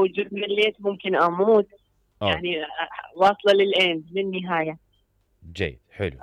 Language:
Mesopotamian Arabic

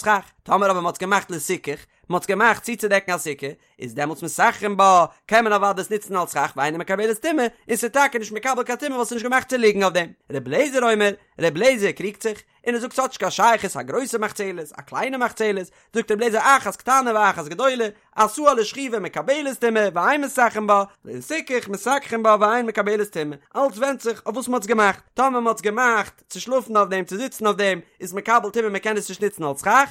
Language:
Yiddish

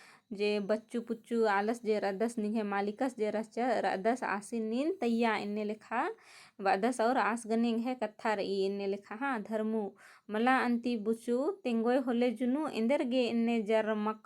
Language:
Kurukh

